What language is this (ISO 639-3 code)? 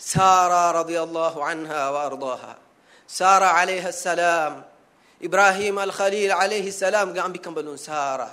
div